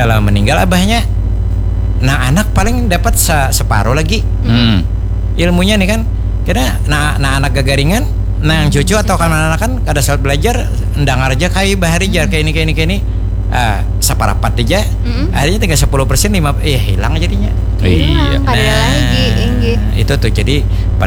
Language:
Banjar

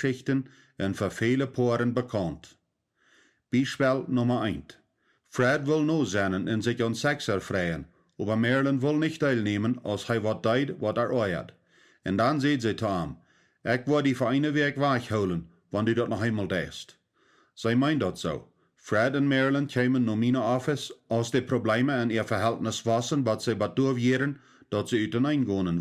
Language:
Plautdietsch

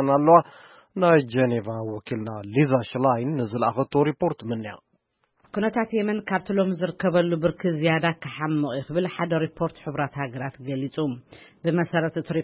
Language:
Tigrinya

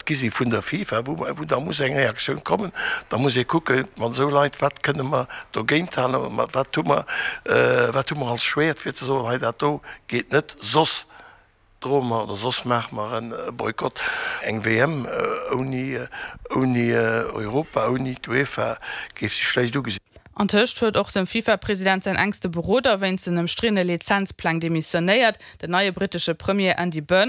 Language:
Luxembourgish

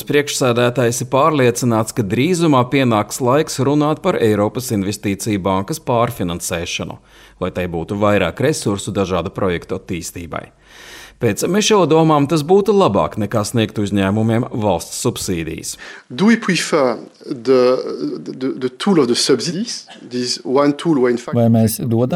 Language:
Latvian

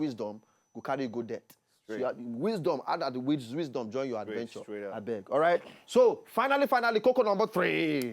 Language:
Nigerian Pidgin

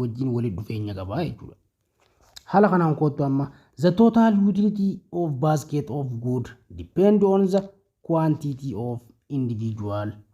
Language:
Oromo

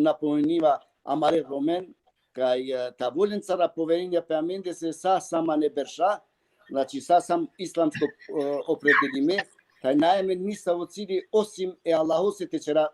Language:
Balkan Romani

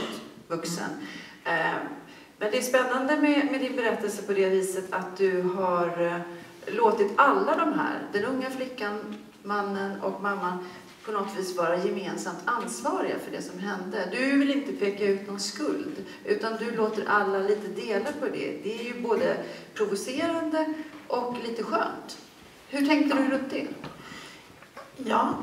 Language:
Swedish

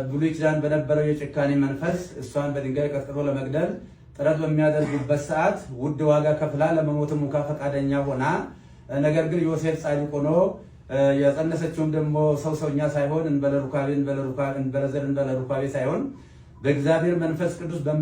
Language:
Amharic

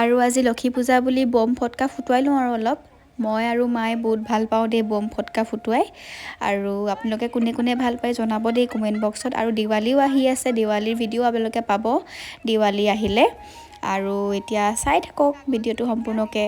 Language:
Assamese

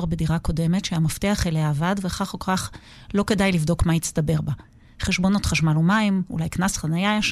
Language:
Hebrew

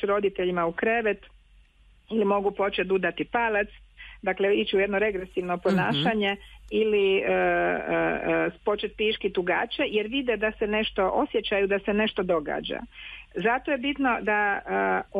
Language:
Croatian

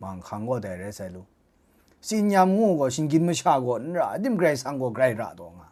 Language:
Kachin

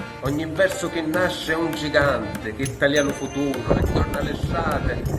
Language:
Sicilian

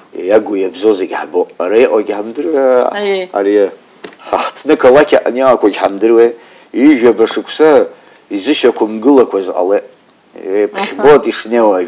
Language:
Abkhazian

